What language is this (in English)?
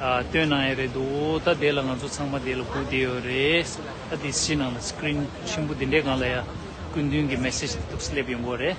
Tibetan